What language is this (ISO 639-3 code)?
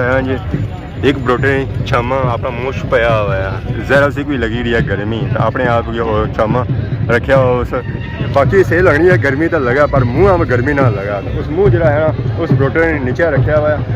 phr